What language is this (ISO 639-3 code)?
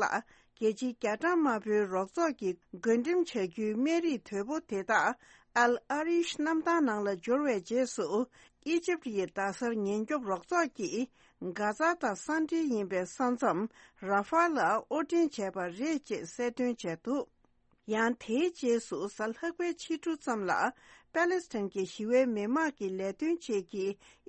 bod